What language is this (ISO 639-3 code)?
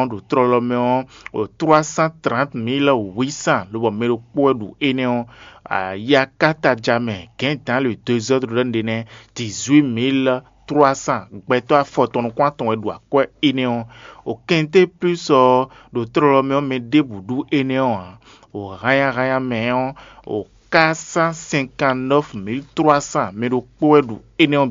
fon